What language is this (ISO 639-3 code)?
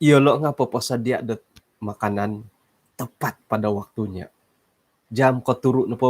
dtp